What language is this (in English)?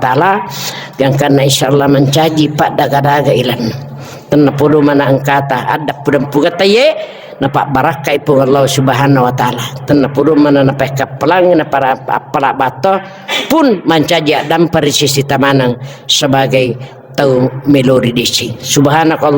Buginese